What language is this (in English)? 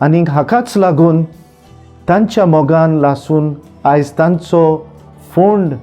Konkani